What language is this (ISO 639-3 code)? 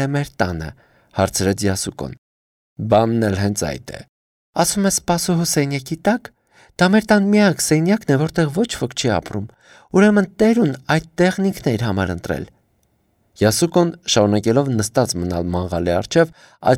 hye